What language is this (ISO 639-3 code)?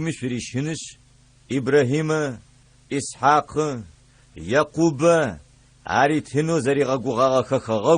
ady